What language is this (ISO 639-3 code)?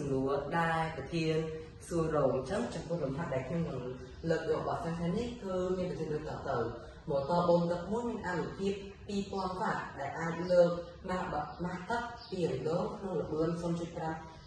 khm